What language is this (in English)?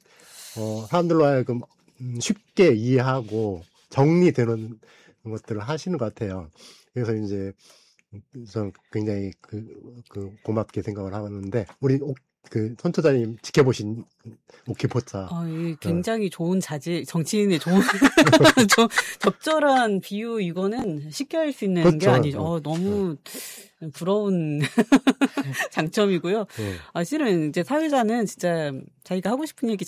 Korean